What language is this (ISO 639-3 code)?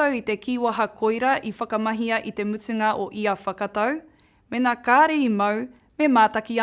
mri